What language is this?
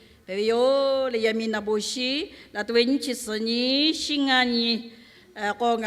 Lahu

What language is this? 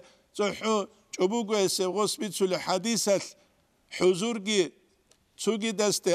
Avaric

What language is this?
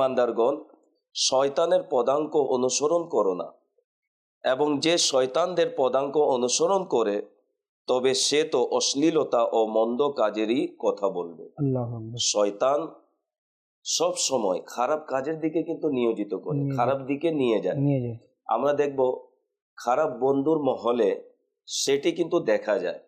Bangla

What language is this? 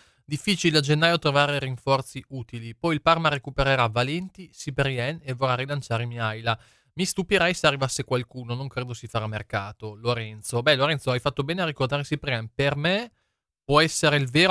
Italian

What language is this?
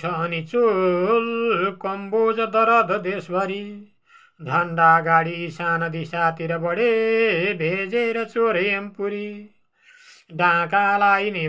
Nepali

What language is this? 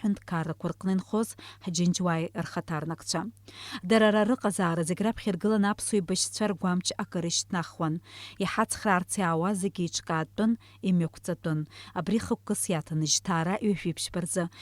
Abkhazian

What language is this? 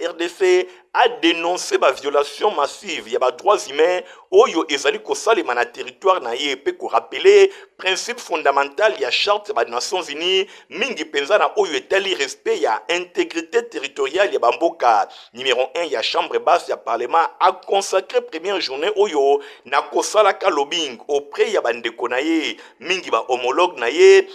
Lingala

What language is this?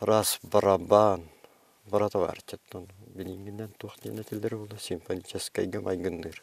Yakut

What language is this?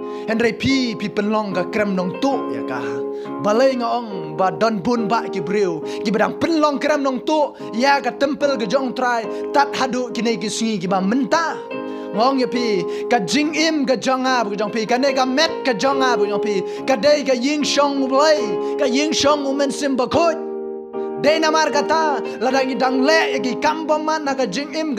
Khasi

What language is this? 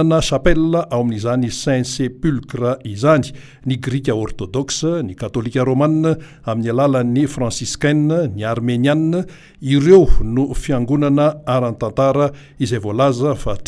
Malagasy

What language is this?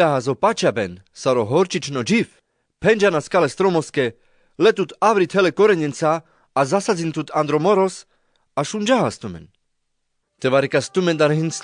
Carpathian Romani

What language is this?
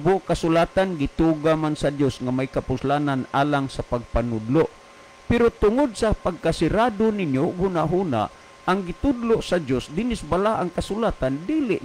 Cebuano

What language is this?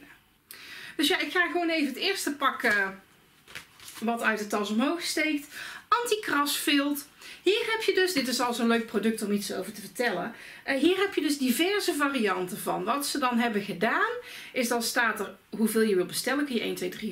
Dutch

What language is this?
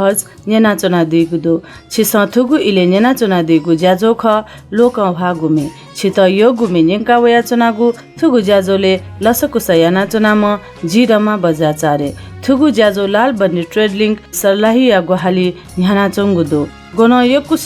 Newari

